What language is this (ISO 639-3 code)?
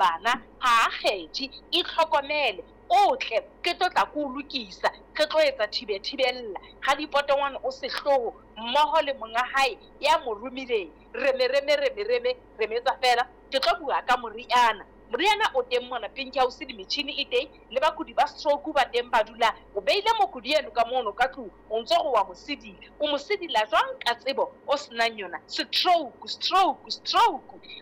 sot